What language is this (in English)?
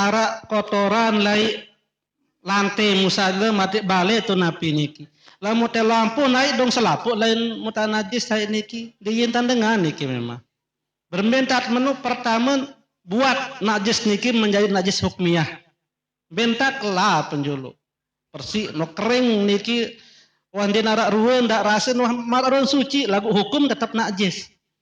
Sasak